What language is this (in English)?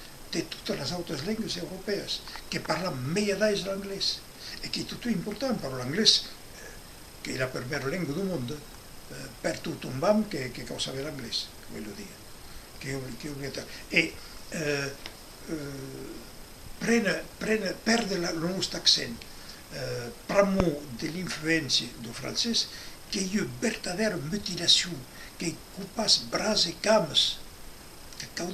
Occitan